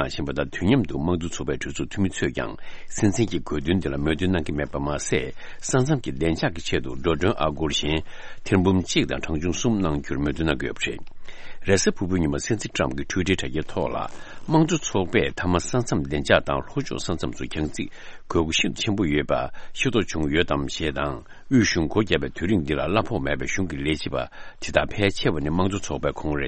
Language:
Tibetan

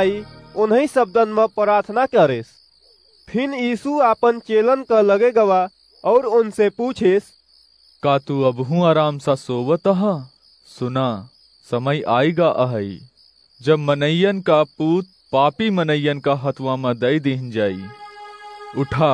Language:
Awadhi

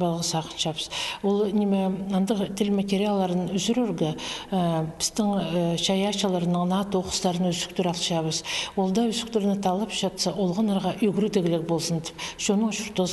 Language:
Khakas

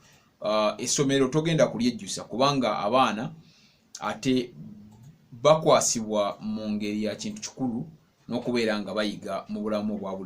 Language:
Ganda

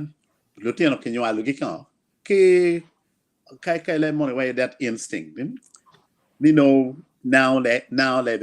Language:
Acoli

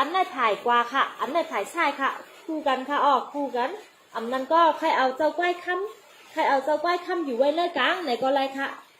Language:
Shan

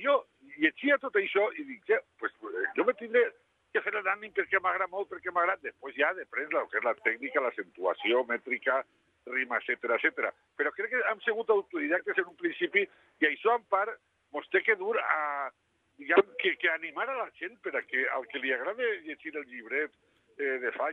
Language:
Catalan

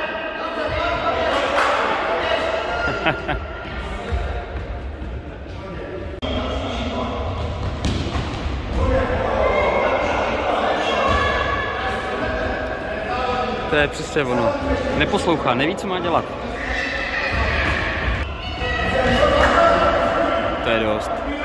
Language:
Czech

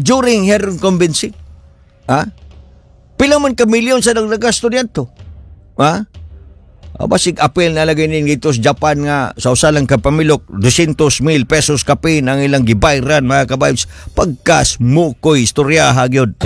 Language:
Cebuano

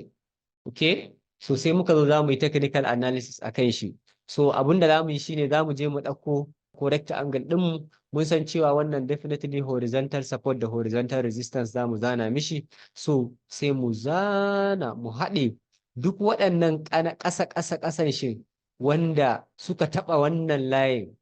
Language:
Hausa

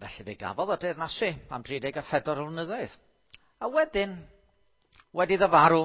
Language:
Welsh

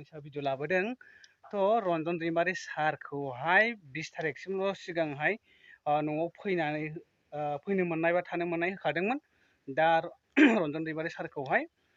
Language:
Bodo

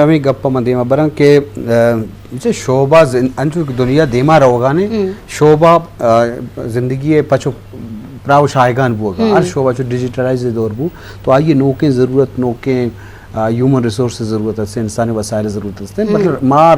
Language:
Eastern Balochi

